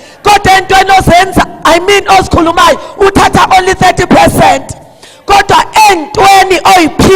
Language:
Zulu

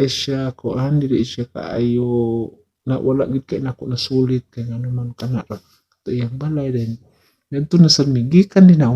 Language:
Cebuano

